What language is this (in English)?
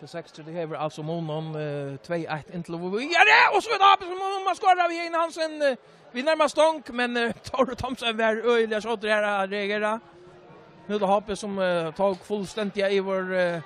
Faroese